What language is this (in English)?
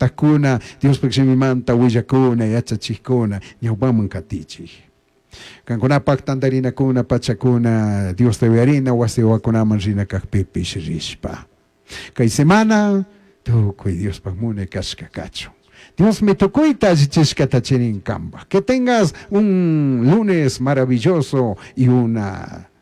Chimborazo Highland Quichua